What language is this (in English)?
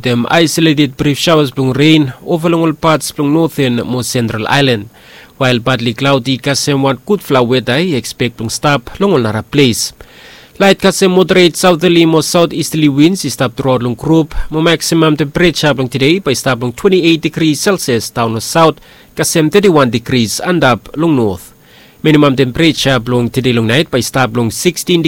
Bislama